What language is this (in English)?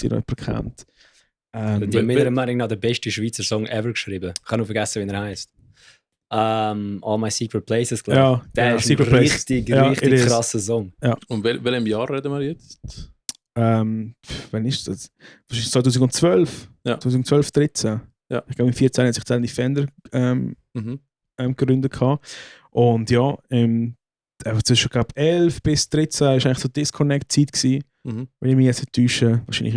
Swiss German